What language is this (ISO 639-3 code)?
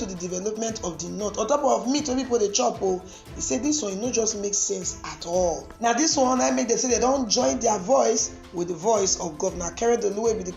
pcm